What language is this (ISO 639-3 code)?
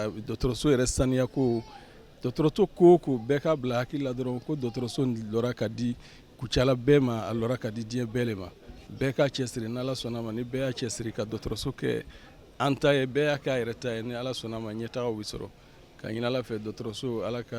bam